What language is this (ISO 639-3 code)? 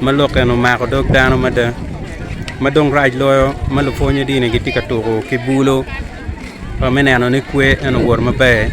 ach